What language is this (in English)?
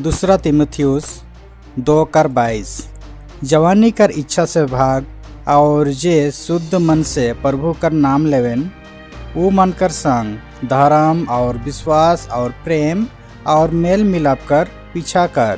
Sadri